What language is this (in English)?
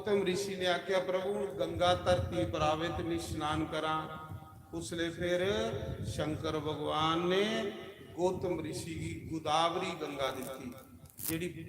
Dogri